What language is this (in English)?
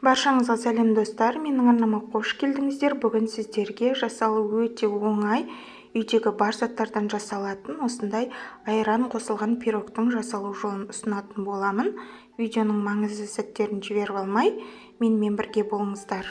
Kazakh